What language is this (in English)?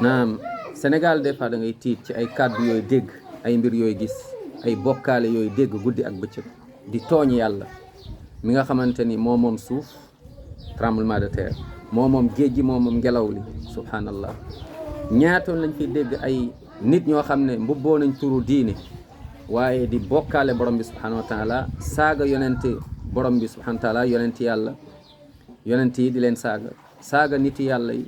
Wolof